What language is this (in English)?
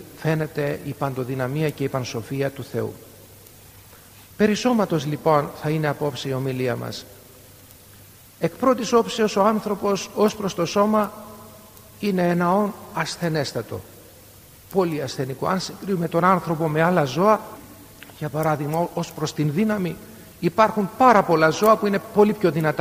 Greek